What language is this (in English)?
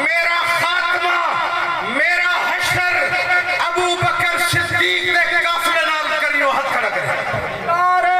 Saraiki